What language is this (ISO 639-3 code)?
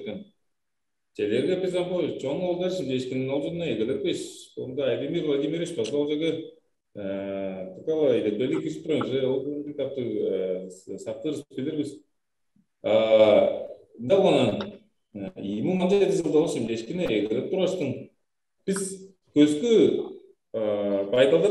tyv